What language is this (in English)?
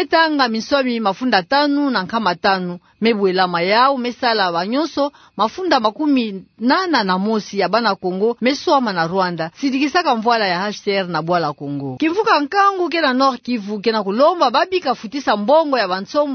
Kituba (Democratic Republic of Congo)